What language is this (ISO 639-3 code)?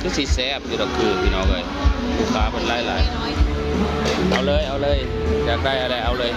tts